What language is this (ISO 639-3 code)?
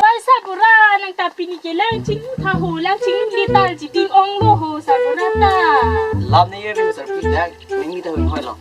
mjw